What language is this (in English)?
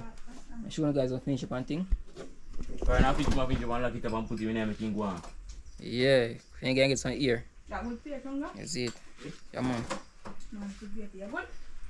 Jamaican Creole English